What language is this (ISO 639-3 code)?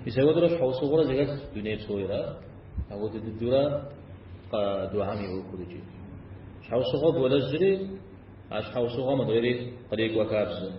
kbd